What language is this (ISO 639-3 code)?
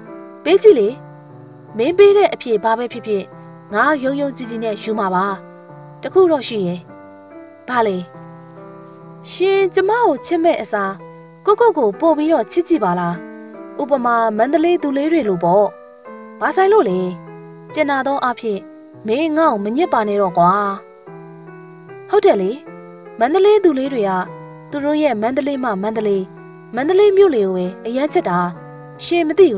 mya